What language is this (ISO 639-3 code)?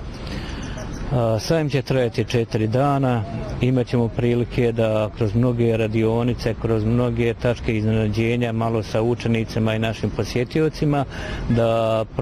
bos